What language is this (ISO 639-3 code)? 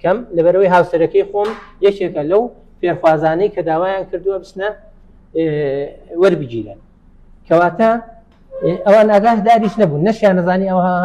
ckb